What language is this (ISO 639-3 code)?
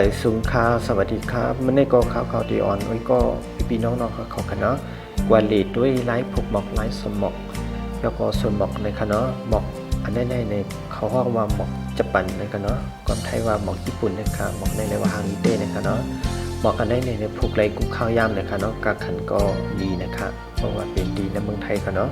shn